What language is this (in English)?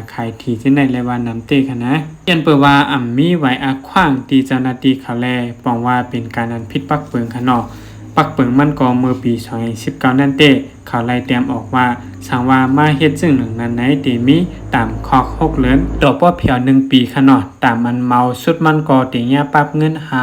Shan